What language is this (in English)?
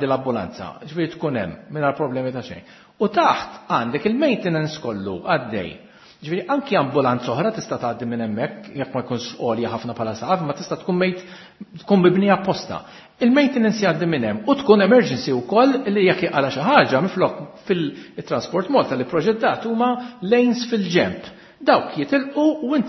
Maltese